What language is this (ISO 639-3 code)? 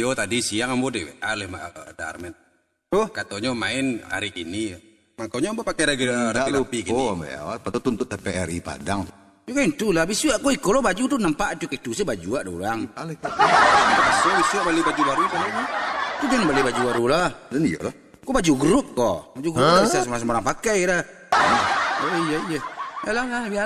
min